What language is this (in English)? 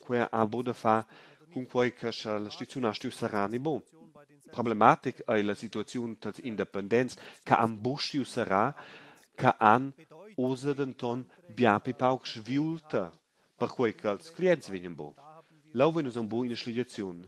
Romansh